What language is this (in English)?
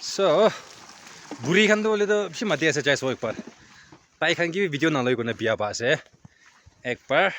Naga Pidgin